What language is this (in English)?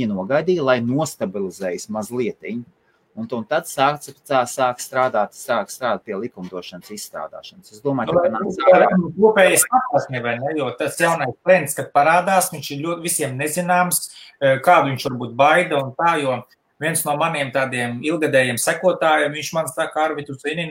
Latvian